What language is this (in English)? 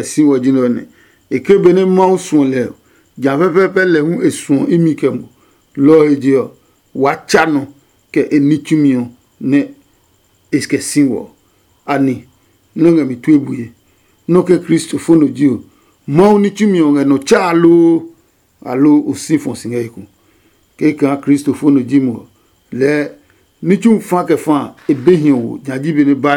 Adangme